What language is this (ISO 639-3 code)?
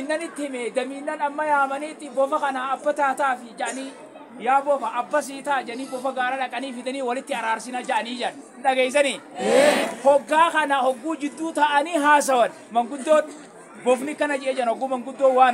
orm